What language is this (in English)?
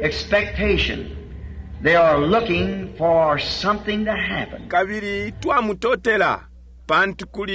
Bemba